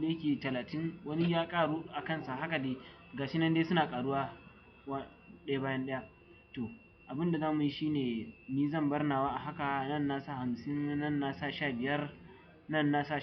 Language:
Hausa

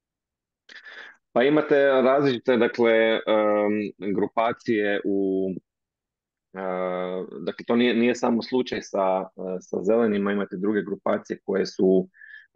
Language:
Croatian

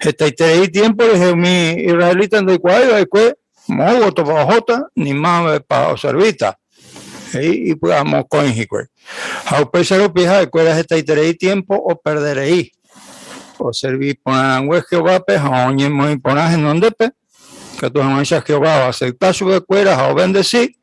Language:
Guarani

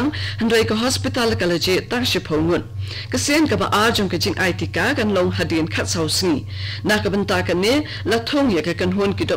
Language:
Khasi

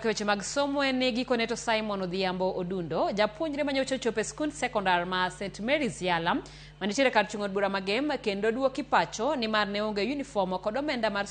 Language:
Luo (Kenya and Tanzania)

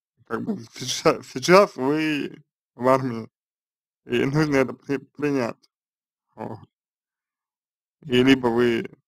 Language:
Russian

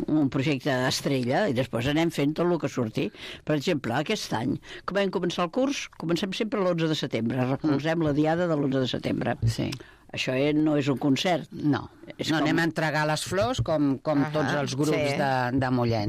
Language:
Catalan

